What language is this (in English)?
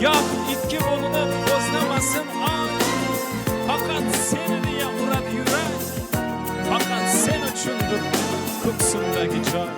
Kara-Kalpak